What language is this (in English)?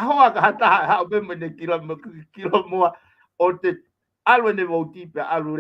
Tongan